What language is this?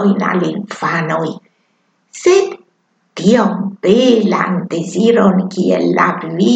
Esperanto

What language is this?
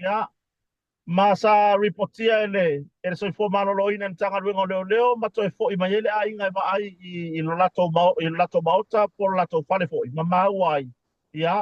Samoan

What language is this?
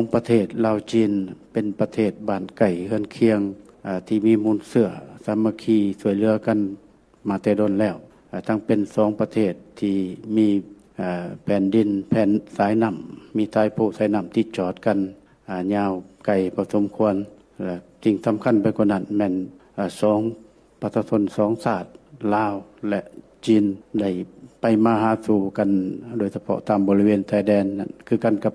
Lao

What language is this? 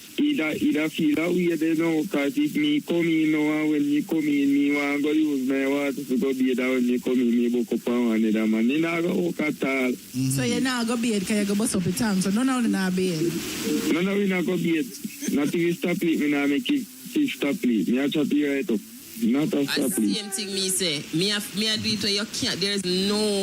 Jamaican Creole English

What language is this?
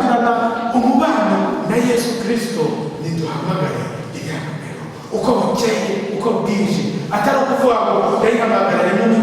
Kinyarwanda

